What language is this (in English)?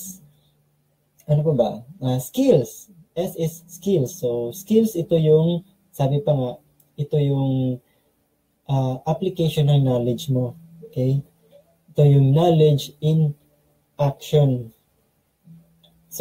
Filipino